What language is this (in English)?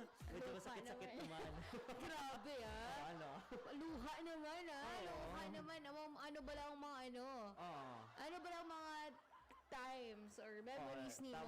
Hiligaynon